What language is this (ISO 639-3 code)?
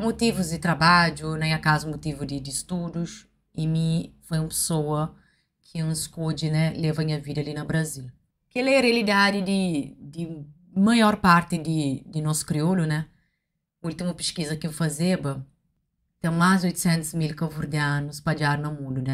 kea